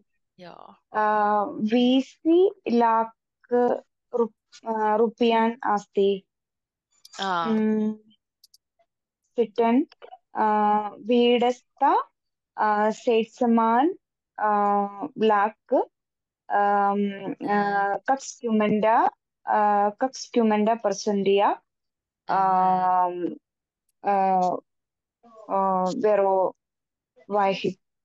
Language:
Finnish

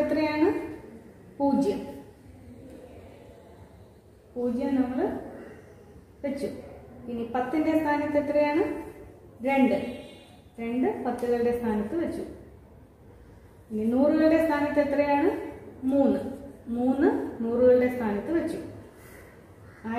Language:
Malayalam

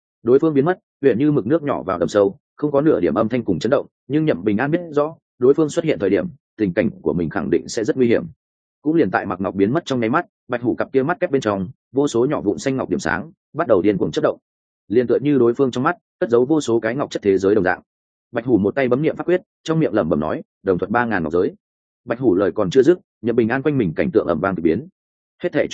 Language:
Vietnamese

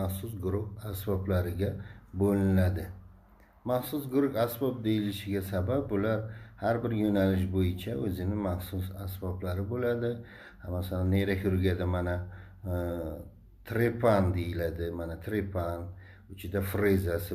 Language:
Uzbek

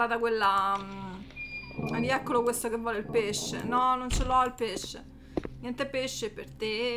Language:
Italian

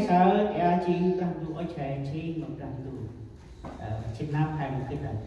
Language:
Central Mnong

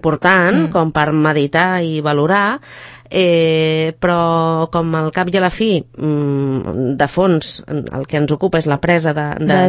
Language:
Catalan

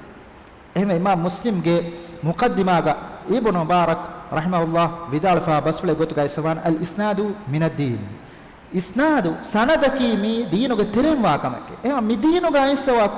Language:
Divehi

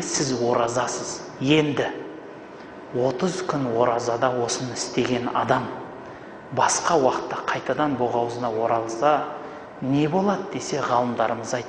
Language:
Kazakh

